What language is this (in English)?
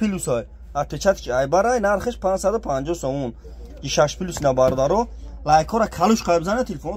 Tajik